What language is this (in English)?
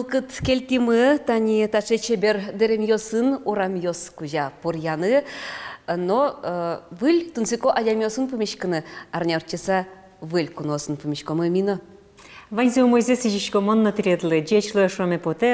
Udmurt